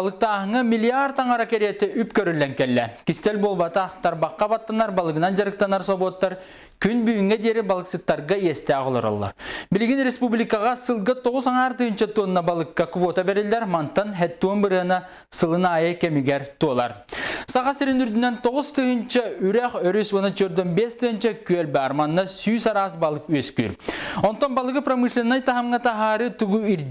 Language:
Yakut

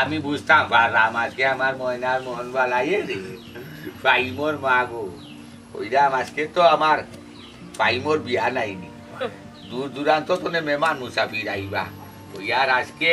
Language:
Sylheti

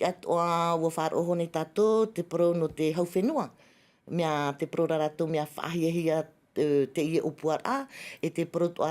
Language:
Tahitian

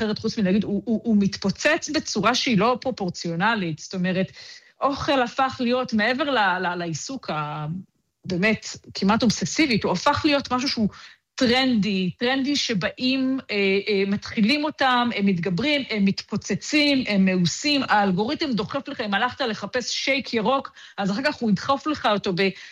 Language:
Hebrew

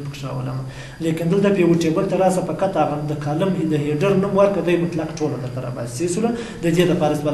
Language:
Pashto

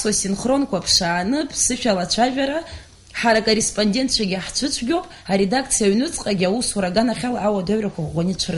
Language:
Abkhazian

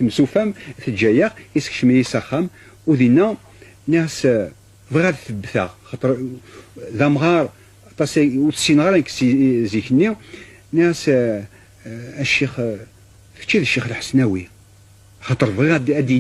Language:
Kabyle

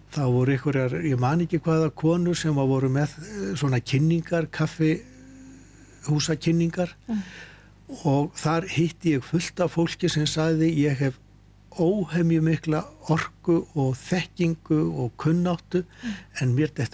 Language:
Icelandic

